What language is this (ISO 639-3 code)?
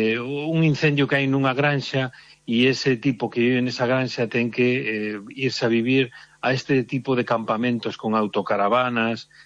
glg